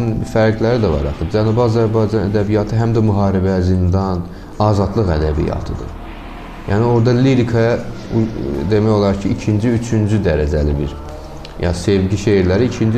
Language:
Azerbaijani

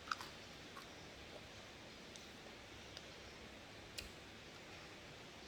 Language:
Lao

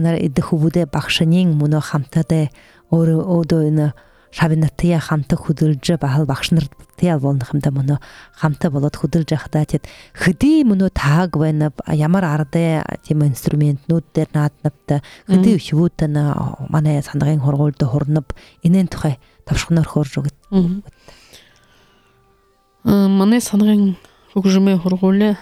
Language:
Buriat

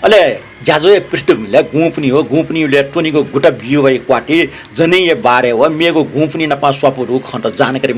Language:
Newari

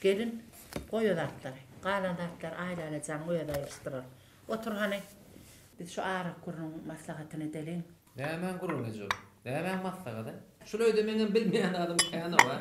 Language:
Turkmen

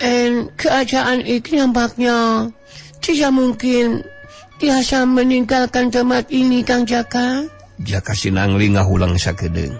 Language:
Sundanese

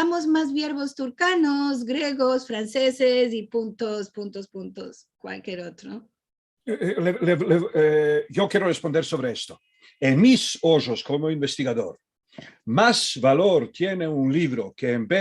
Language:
Ladino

